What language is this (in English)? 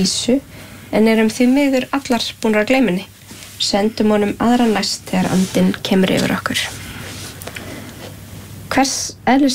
Icelandic